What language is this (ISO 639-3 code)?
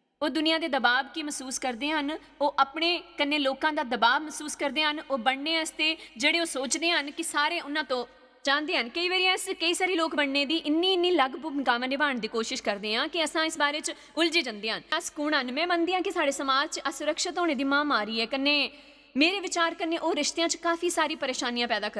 doi